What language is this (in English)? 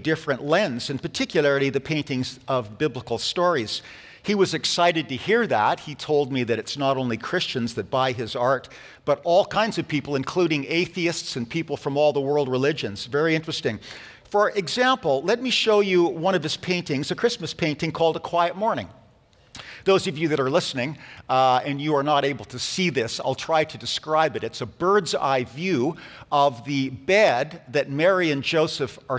English